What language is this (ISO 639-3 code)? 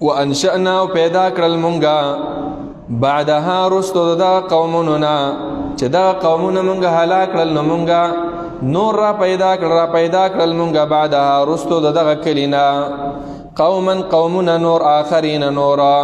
pus